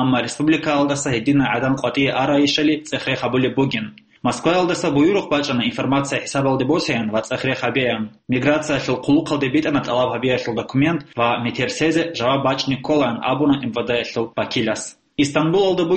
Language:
Avaric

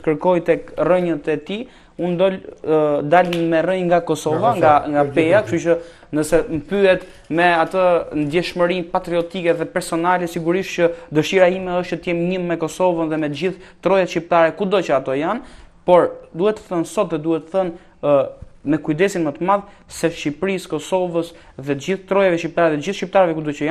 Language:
Albanian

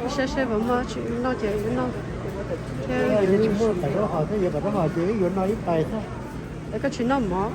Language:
Hmong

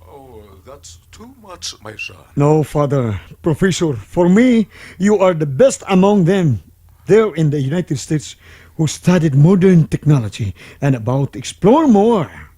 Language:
Cebuano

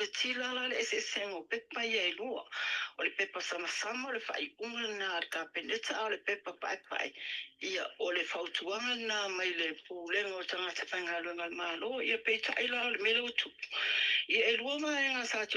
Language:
Samoan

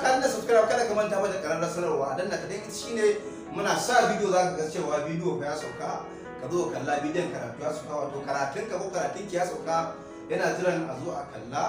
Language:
Hausa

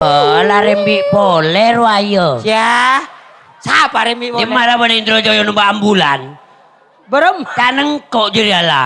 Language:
Madurese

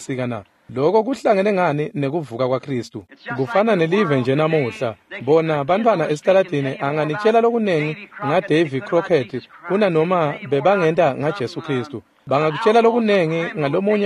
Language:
Swati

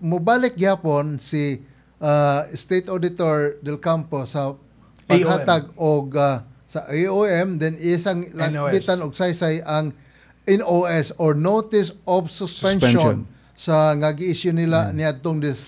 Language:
Cebuano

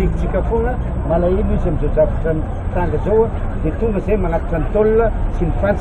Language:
Malagasy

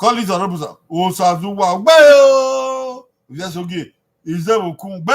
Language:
Bini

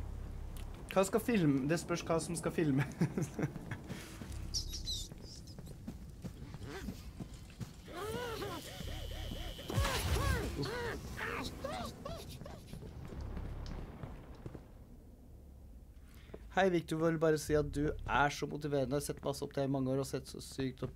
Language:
Norwegian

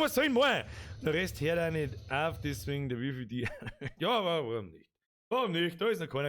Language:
Bavarian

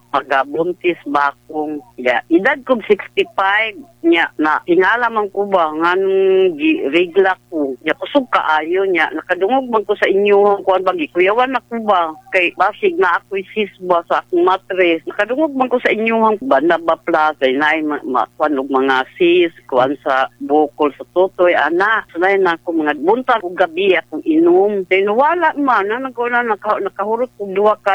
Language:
Cebuano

